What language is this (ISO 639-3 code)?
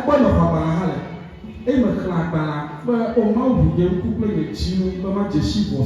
ewe